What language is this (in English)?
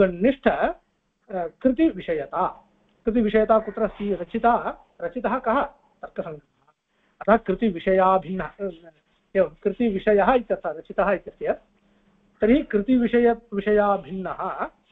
Sanskrit